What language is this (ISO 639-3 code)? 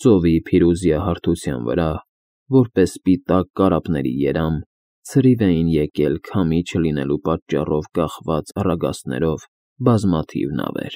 hye